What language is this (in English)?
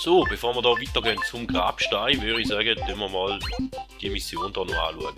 Swiss German